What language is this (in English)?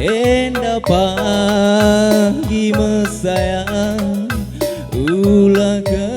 Batak Karo